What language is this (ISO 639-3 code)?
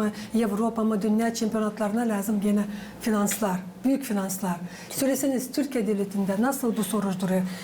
gag